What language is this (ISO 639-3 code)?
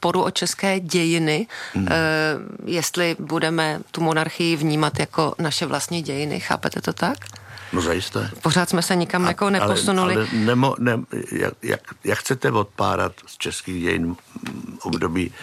ces